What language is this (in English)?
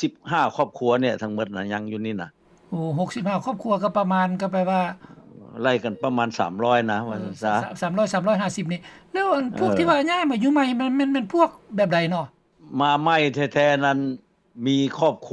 Lao